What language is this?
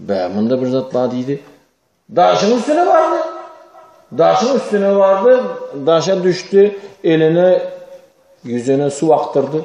Turkmen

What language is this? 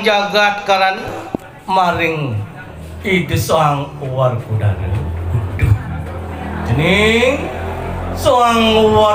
Balinese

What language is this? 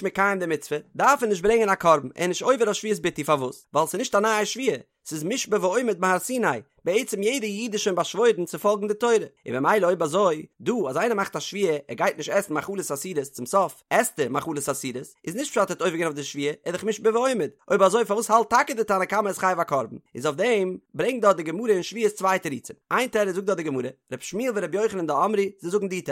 Yiddish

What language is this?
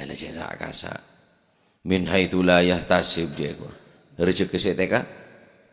Madurese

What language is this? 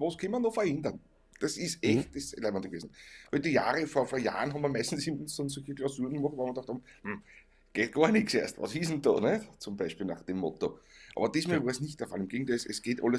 Bavarian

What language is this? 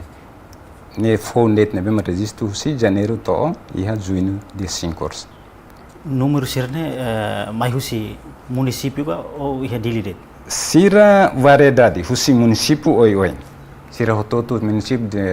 Tetum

